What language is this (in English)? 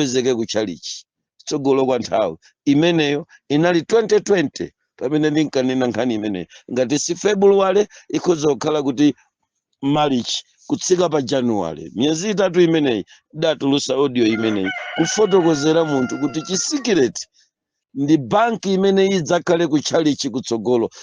Nyanja